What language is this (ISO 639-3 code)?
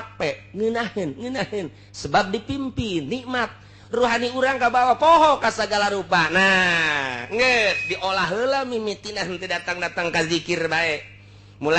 sun